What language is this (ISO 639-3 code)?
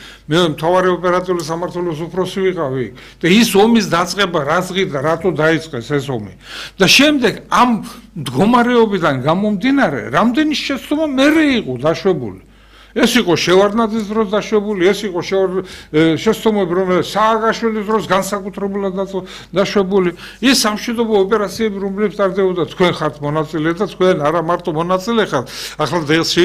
kat